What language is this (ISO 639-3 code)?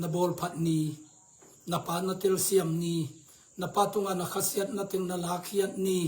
ctd